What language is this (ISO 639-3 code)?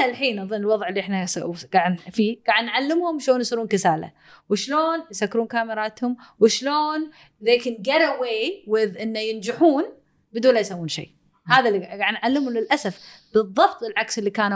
afb